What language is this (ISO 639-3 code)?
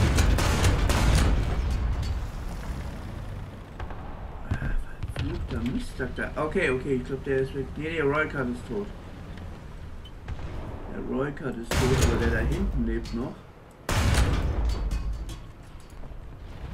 deu